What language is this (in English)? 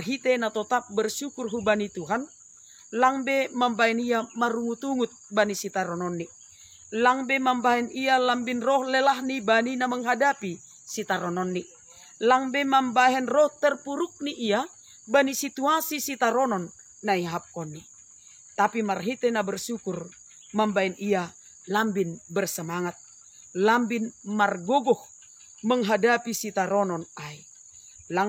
Batak Simalungun